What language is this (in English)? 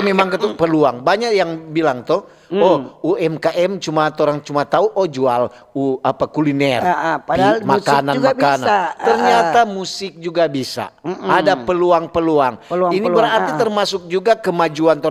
Manado Malay